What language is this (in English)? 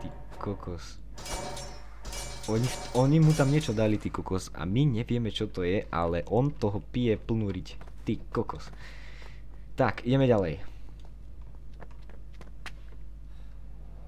Slovak